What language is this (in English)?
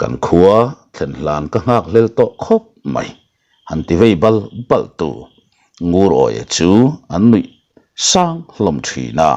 Mizo